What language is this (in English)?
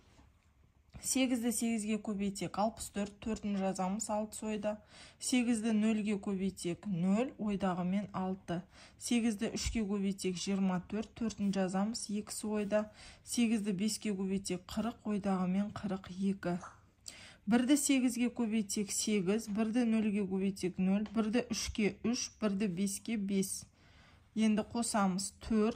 Kazakh